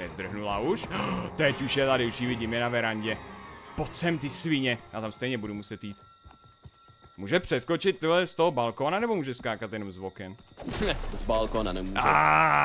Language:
Czech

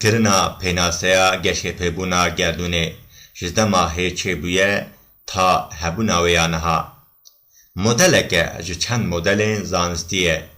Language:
Kurdish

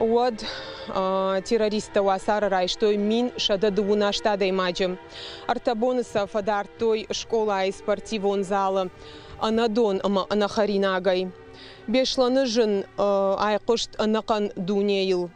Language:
Ossetic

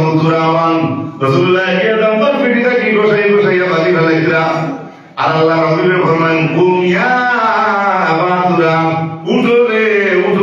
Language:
Sylheti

